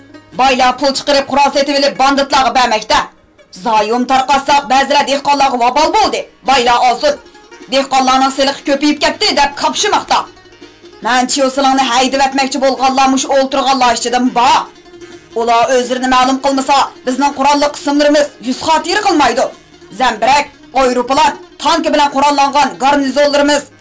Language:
Uyghur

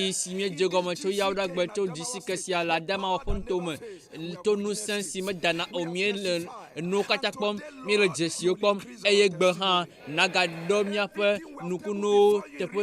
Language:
Ewe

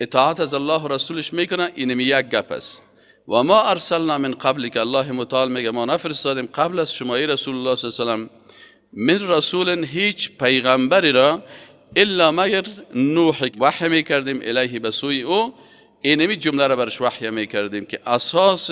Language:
Persian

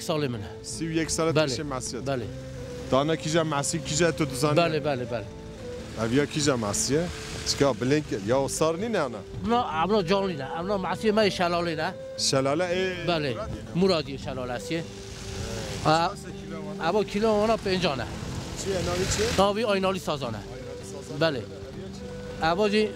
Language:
Kurdish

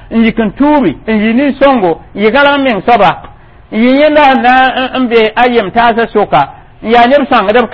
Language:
Mossi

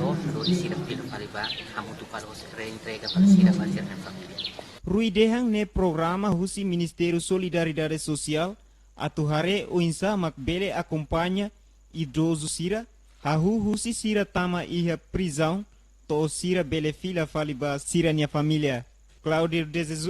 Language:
Tetum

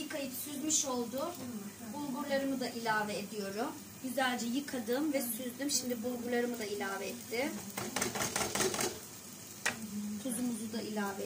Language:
Turkish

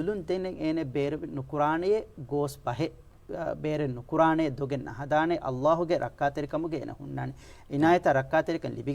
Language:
Divehi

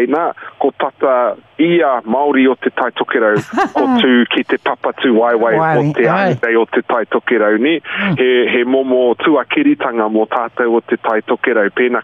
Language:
Māori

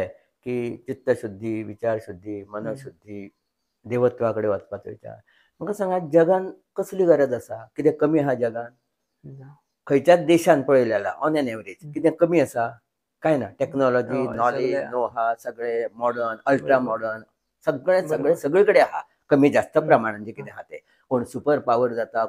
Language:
Konkani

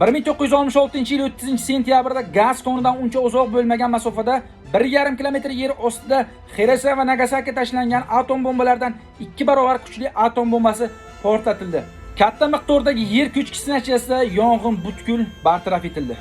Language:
Uzbek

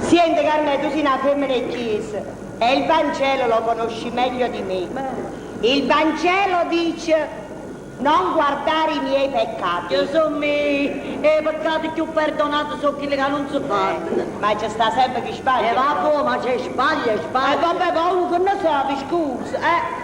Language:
Neapolitan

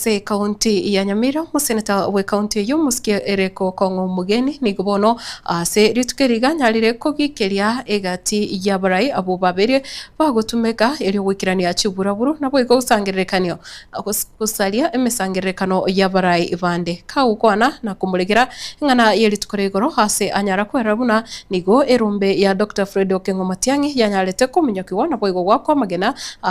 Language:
Gusii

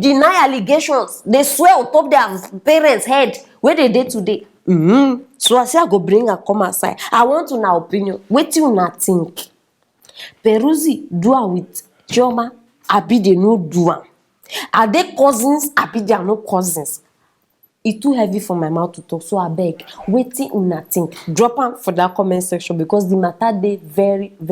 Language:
Nigerian Pidgin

